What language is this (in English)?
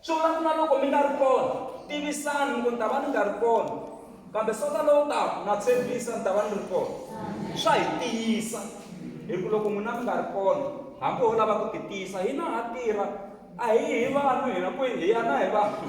Tsonga